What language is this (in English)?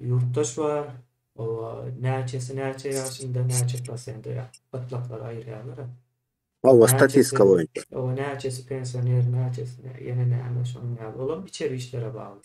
Turkmen